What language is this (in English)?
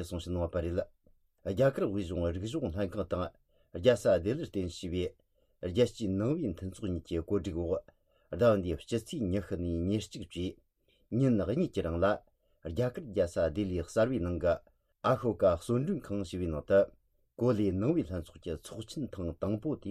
Tibetan